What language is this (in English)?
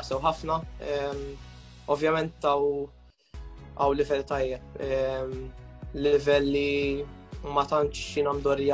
Maltese